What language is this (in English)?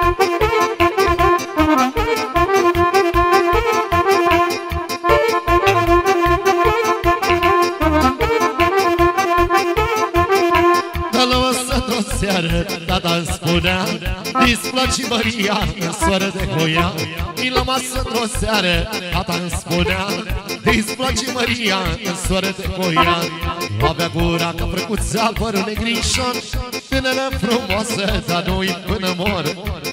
Romanian